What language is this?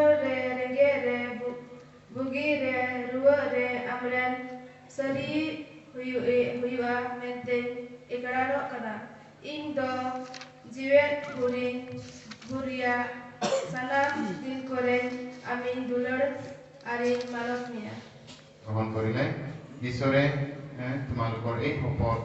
Santali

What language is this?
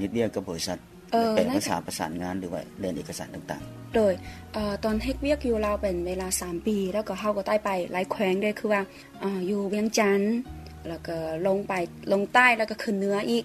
Lao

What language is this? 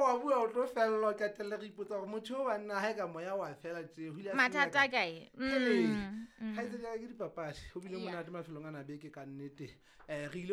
Southern Sotho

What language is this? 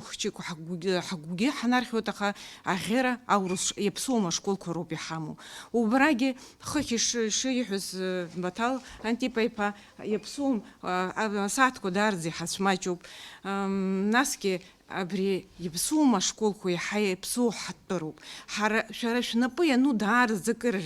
Abkhazian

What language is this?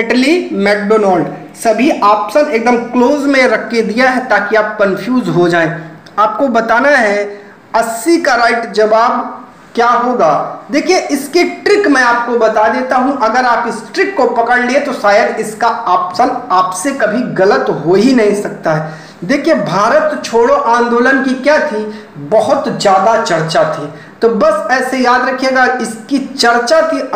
Hindi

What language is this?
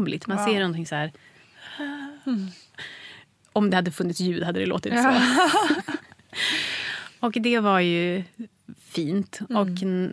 Swedish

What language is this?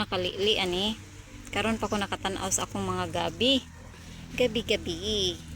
Cebuano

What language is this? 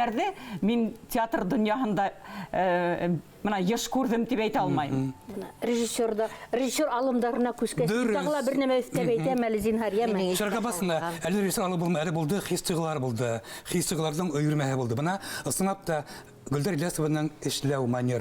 Bashkir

